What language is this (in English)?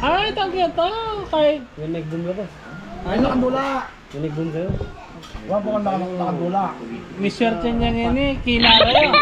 Pampanga